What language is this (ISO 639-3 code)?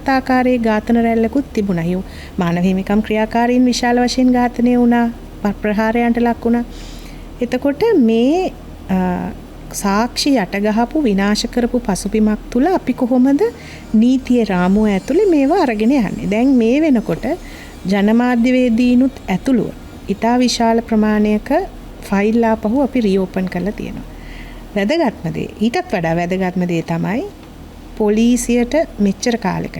sin